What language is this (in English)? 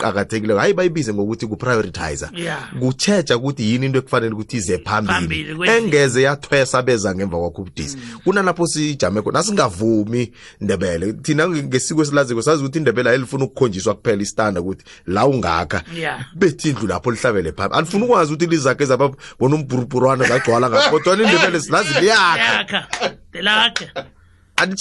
South Ndebele